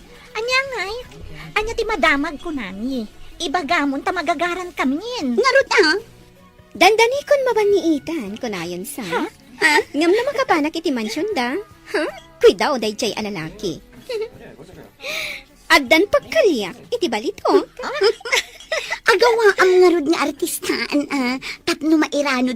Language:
Iloko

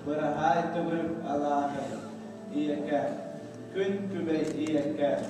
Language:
Yakut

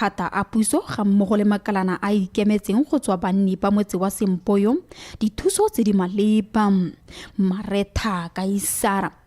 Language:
Tswana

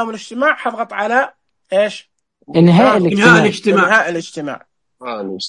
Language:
Najdi Arabic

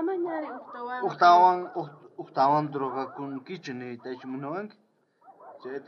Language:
South Bolivian Quechua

